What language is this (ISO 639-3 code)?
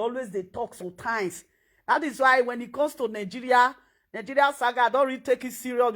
pcm